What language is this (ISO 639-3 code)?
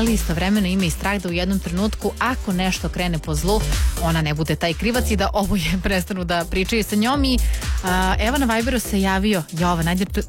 srp